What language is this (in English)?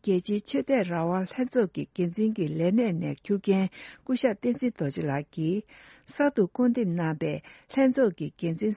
Tibetan